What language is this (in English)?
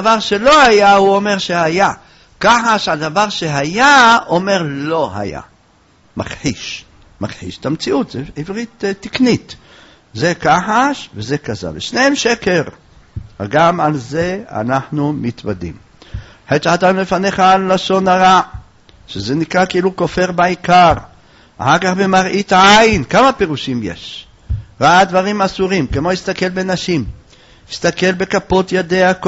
Hebrew